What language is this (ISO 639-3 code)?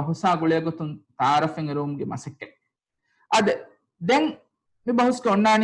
div